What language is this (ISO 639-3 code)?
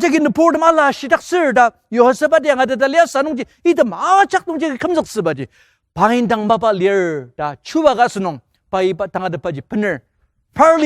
njo